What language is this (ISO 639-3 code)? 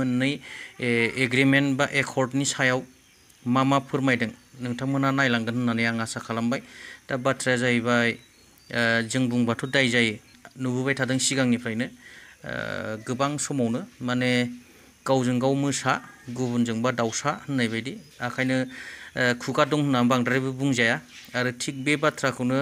brx